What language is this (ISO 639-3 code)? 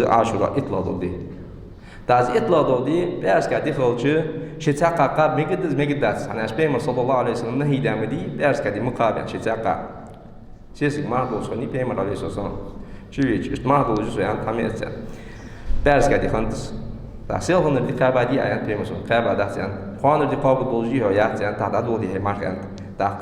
inh